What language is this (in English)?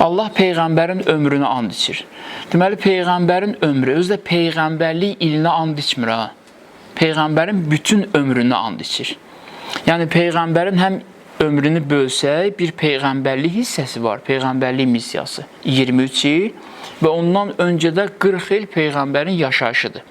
Azerbaijani